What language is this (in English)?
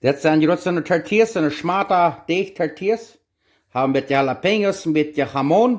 Plautdietsch